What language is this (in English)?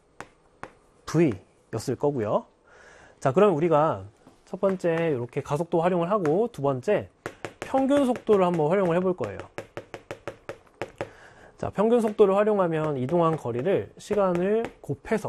Korean